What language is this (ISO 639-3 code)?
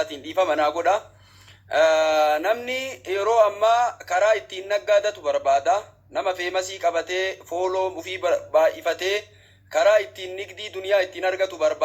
orm